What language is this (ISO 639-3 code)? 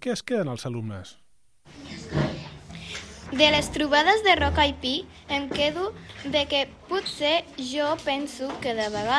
cat